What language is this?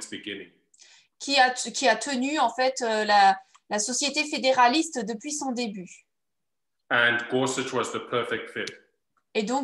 French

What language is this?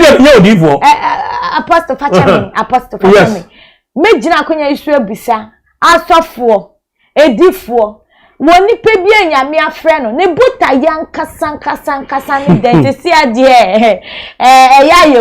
Akan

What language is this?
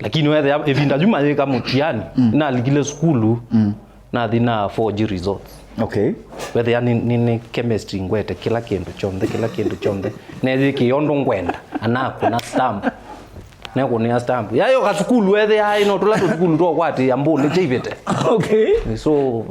Kamba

